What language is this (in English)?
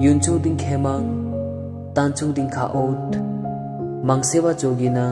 Limbu